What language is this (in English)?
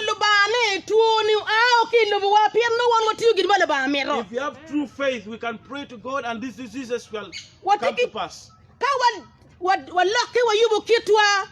Acoli